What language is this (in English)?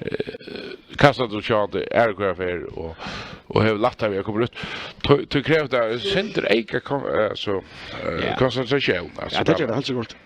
Faroese